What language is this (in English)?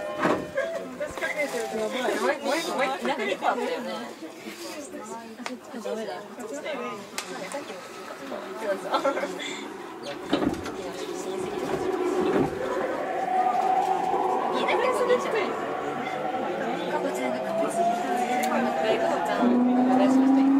Japanese